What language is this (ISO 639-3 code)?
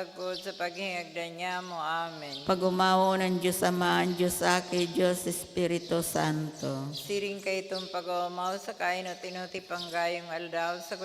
bik